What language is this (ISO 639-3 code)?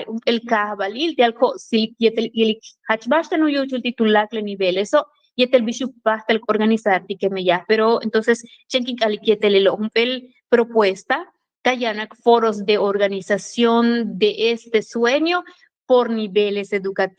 yua